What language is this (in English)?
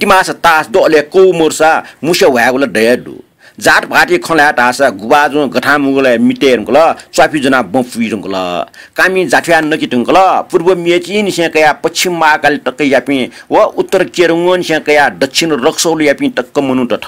Newari